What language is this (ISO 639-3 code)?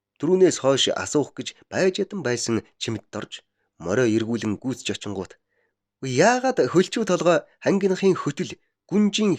mon